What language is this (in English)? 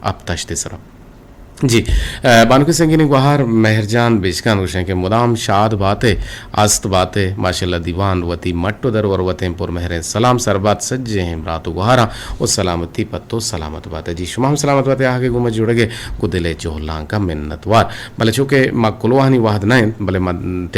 Eastern Balochi